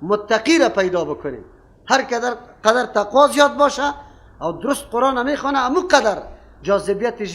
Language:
Persian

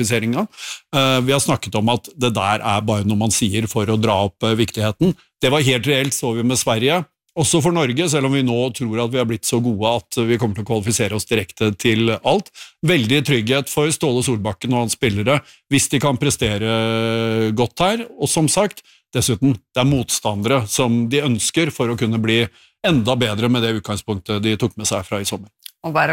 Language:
Norwegian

